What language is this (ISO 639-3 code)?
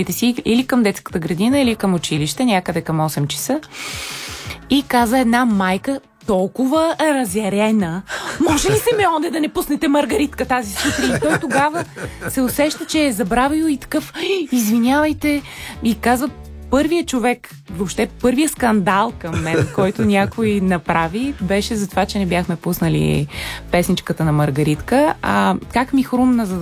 bul